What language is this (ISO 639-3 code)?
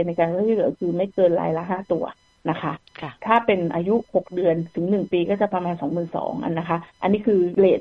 tha